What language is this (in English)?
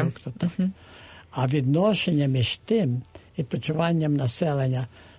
Ukrainian